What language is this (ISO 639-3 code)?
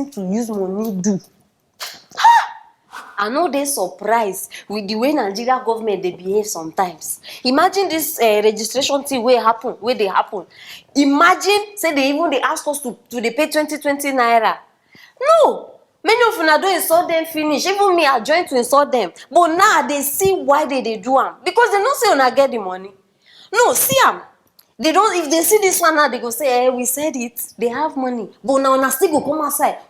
pcm